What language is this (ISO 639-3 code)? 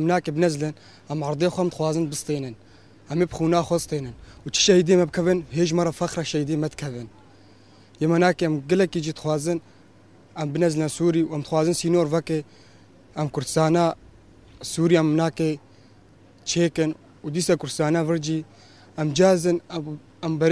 kur